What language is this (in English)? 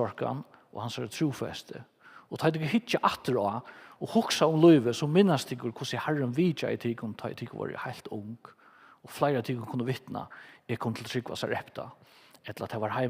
Faroese